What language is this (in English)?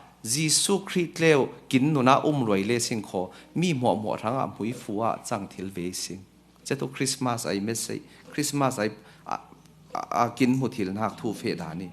Falam Chin